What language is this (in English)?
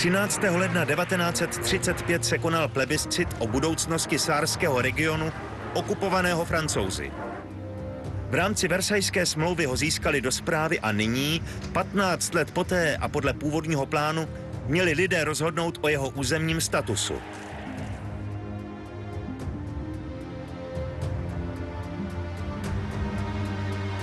Czech